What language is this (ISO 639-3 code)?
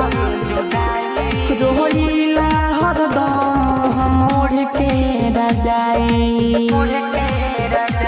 bho